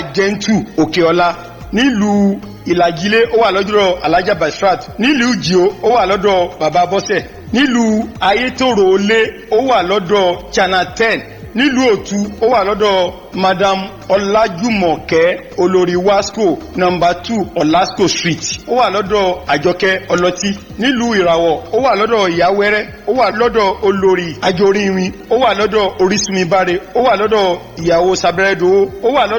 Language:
Yoruba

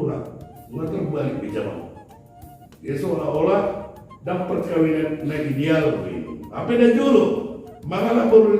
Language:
Batak Toba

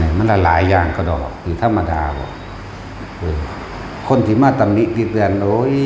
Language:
Northeastern Thai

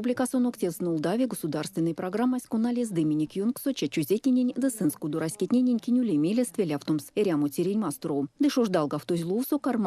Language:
Erzya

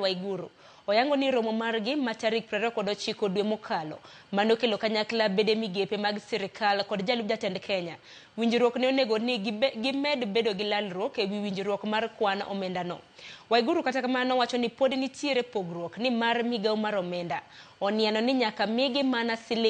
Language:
Luo (Kenya and Tanzania)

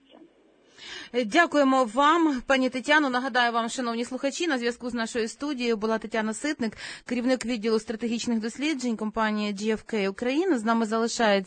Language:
Ukrainian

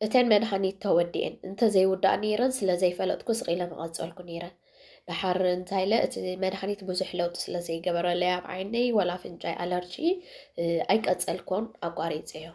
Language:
Tigrinya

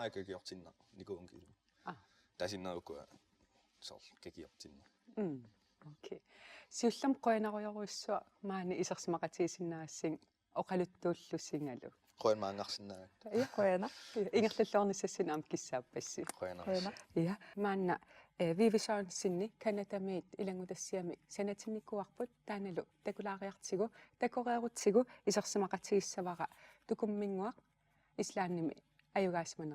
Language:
Kalaallisut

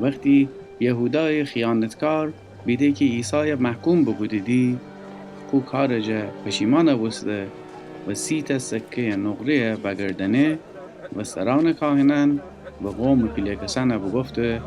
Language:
Gilaki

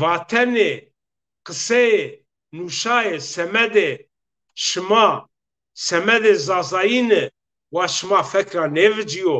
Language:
Zaza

